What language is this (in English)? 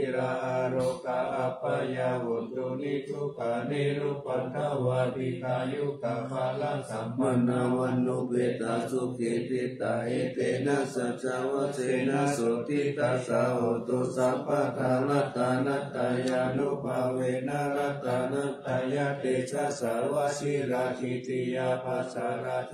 Pali